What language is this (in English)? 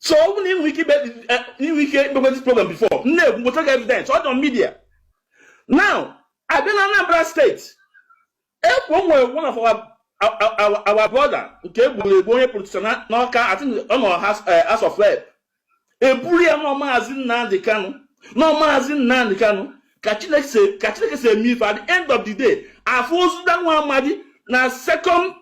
Igbo